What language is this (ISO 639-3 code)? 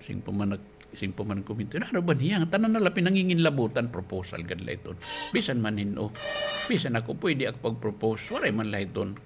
war